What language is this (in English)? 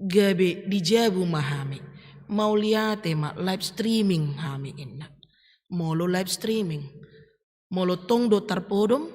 Batak Toba